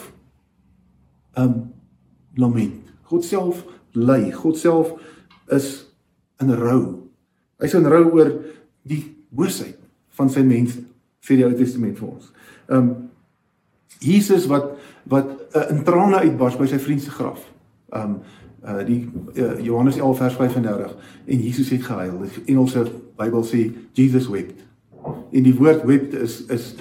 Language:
Afrikaans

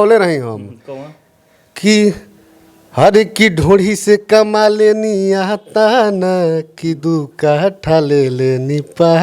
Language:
Bhojpuri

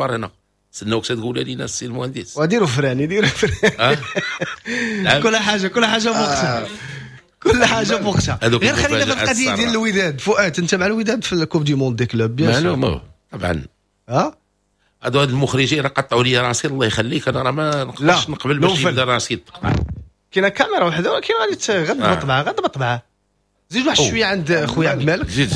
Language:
Moroccan Arabic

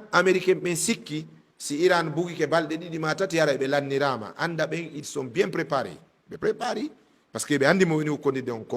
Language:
Fula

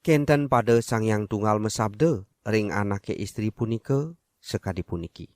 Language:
Balinese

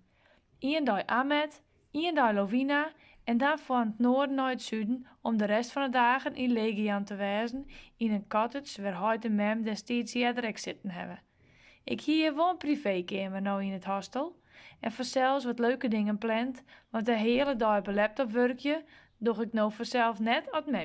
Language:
Western Frisian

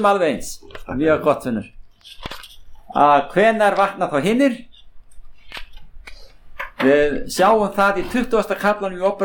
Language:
Icelandic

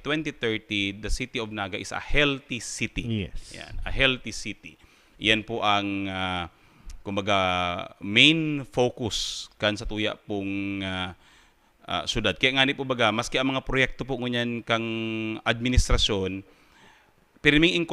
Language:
Bikol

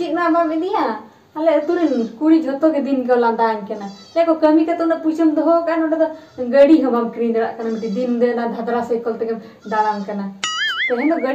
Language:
Santali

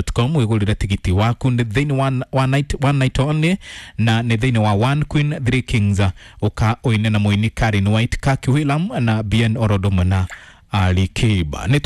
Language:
Kikuyu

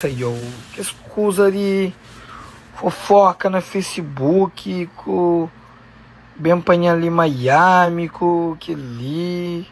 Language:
Kabuverdianu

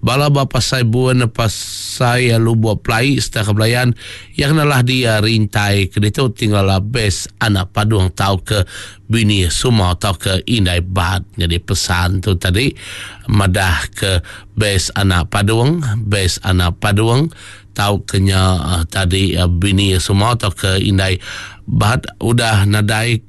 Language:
Iban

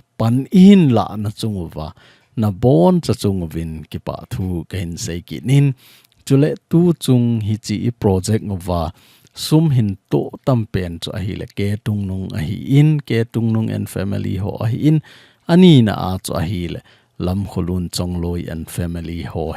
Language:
Thado Chin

